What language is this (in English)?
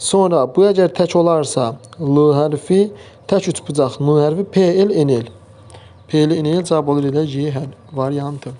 Azerbaijani